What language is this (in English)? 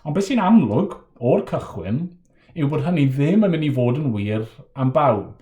Welsh